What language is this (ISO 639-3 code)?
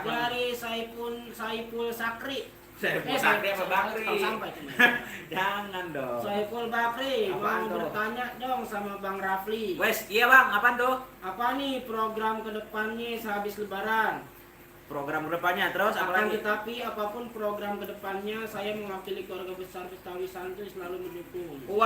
bew